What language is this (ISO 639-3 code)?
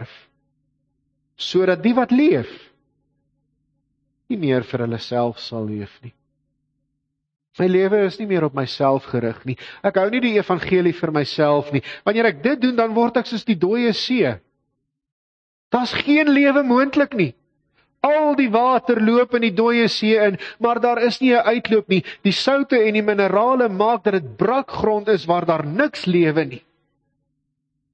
afr